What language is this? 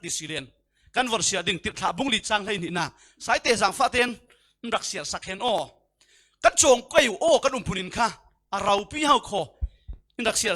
Falam Chin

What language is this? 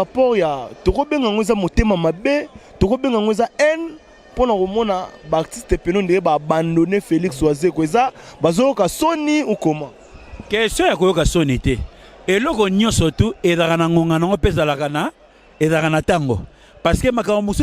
Lingala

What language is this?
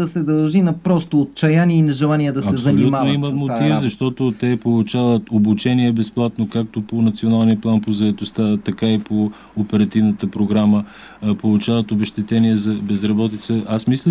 Bulgarian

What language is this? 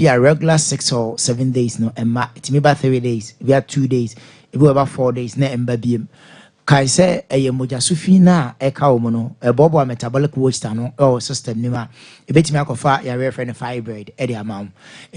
Akan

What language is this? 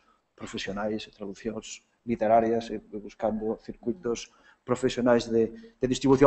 Galician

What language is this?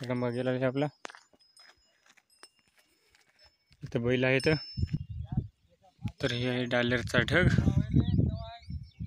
Marathi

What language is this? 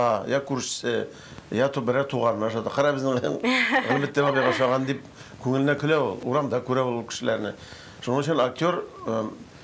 Tatar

